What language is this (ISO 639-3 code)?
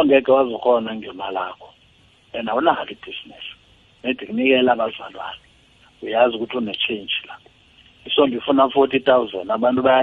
nbl